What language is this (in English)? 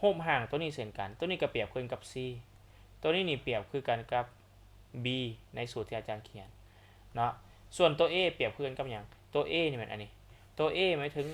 Lao